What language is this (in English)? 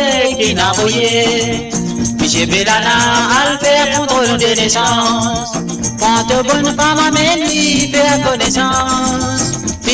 Morisyen